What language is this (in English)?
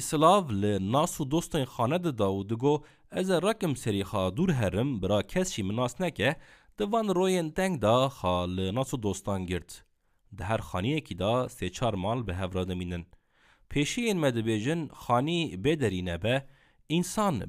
Kurdish